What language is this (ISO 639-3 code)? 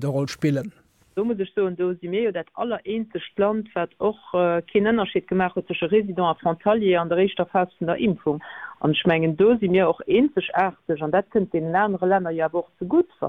ltz